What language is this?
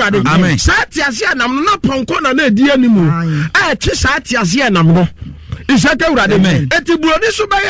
Akan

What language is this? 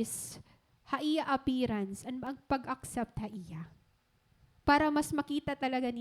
Waray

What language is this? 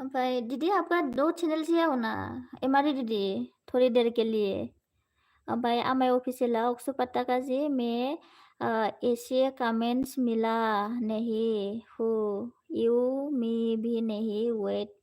Bodo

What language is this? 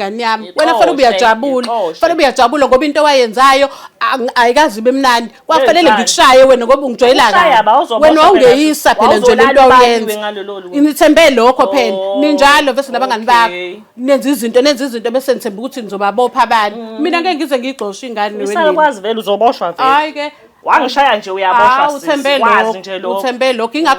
Zulu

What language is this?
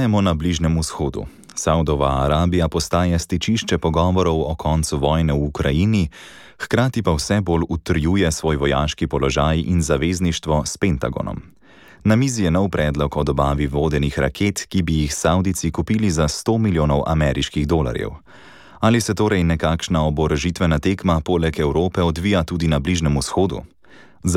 Slovenian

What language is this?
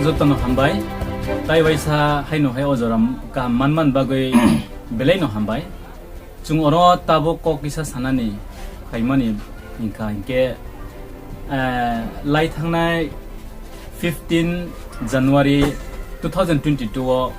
Riang (India)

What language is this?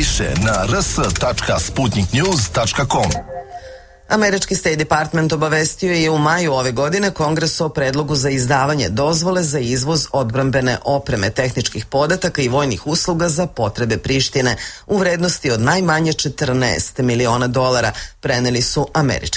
Serbian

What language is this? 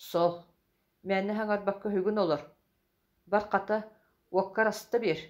Yakut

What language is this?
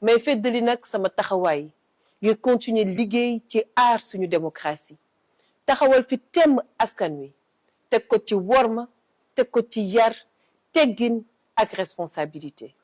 Wolof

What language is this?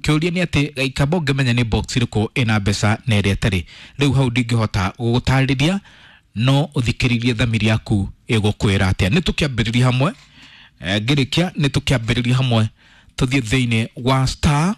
Kikuyu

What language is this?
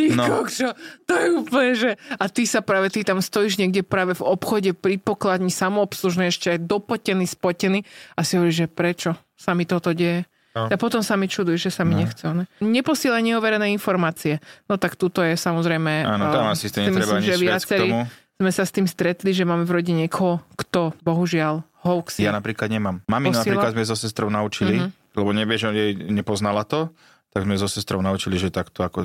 Slovak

